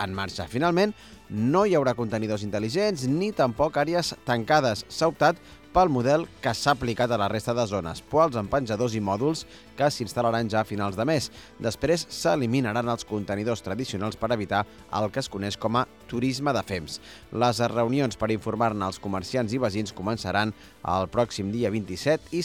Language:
Catalan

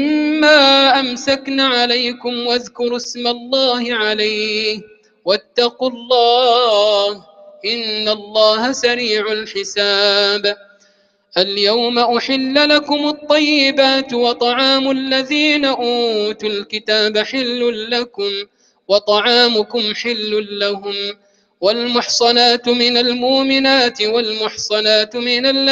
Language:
Arabic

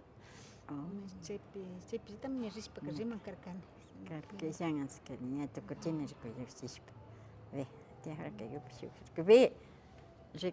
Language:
Imbabura Highland Quichua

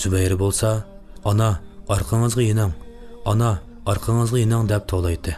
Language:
Uyghur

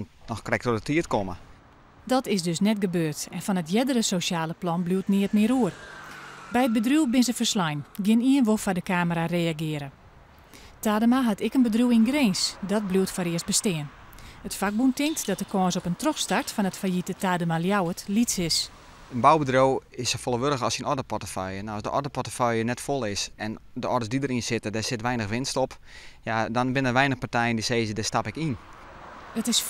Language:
Western Frisian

